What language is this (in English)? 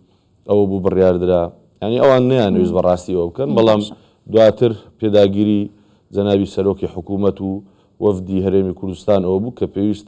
Central Kurdish